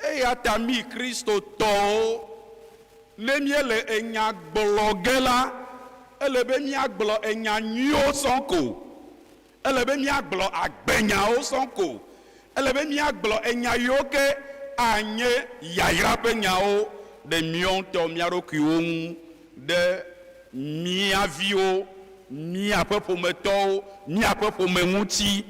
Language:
Ewe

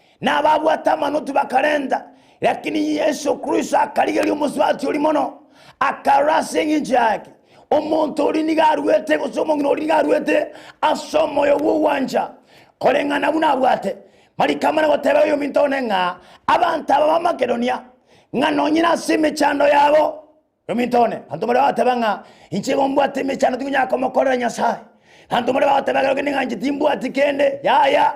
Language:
Gusii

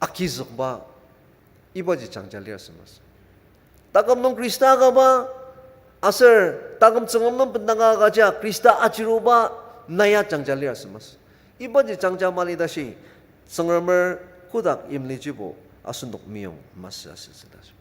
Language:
Ao Naga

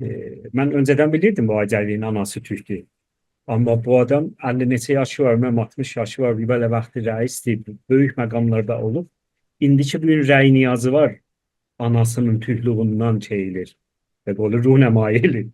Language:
South Azerbaijani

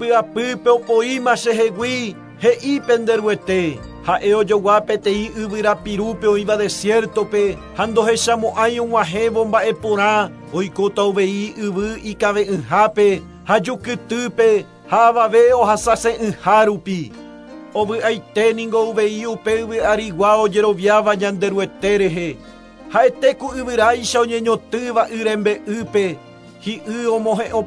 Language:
Guarani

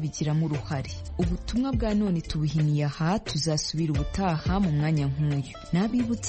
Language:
Kinyarwanda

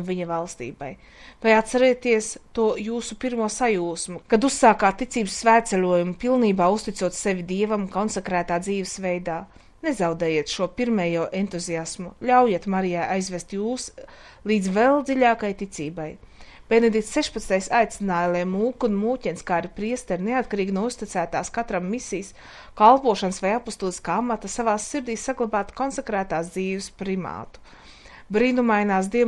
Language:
Latvian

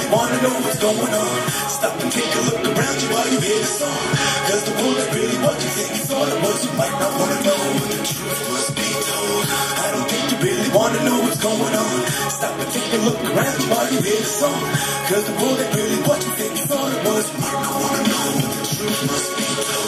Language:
English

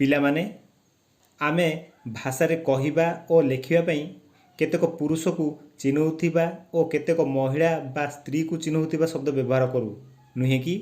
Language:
Odia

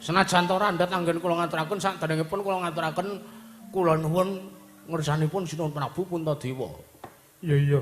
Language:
Javanese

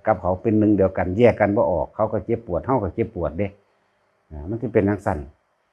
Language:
Lao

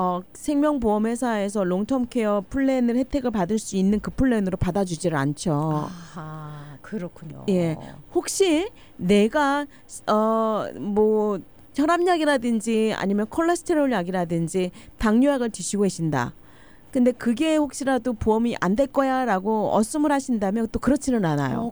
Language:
Korean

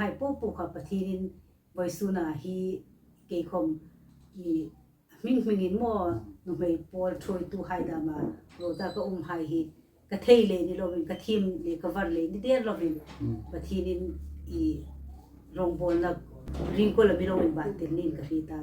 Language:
Hmar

